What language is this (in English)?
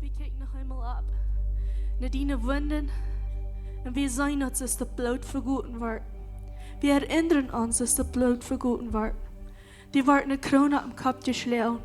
Plautdietsch